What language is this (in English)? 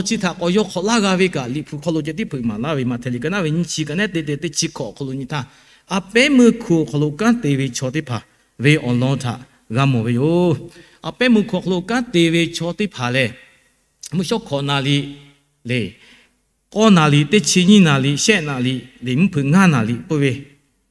Lahu